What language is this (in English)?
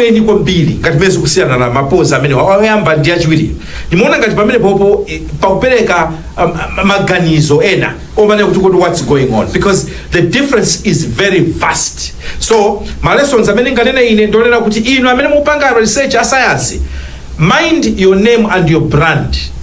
Nyanja